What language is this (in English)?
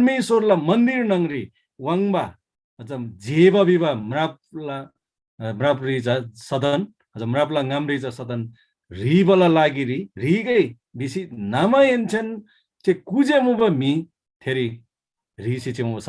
Eastern Tamang